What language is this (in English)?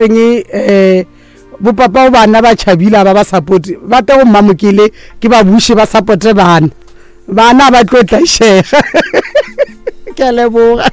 Northern Sotho